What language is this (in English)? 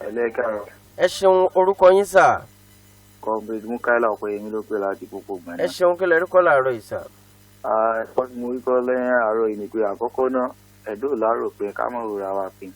Yoruba